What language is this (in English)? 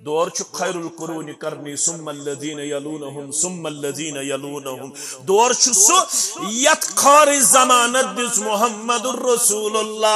Kashmiri